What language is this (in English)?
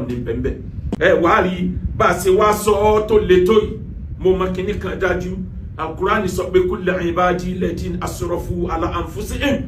Yoruba